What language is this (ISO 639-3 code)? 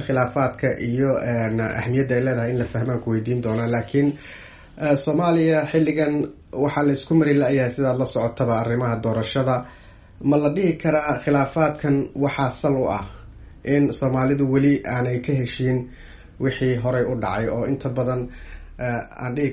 som